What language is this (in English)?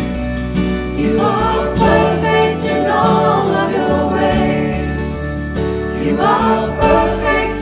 English